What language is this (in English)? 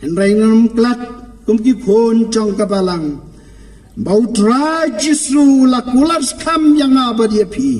Khasi